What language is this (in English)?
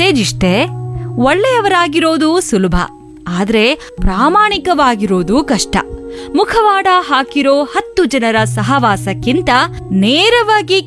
Kannada